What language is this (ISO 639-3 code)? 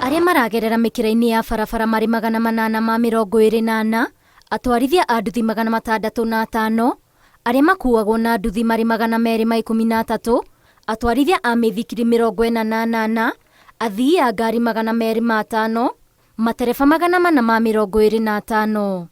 kik